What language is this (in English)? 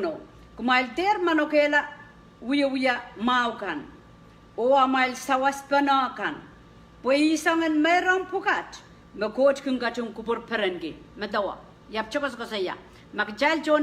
Pohnpeian